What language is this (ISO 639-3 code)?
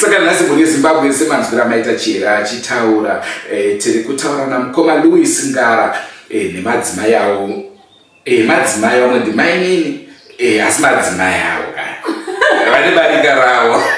sna